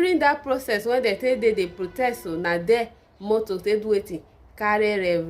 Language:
Nigerian Pidgin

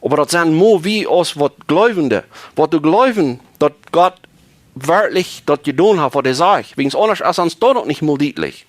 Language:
Plautdietsch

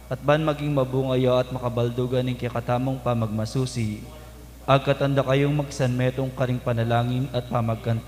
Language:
Pampanga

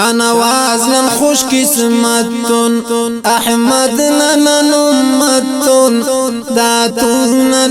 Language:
Brahui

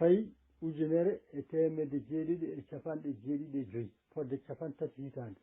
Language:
Fula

